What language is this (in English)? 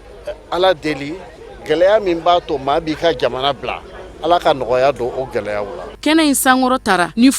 Bambara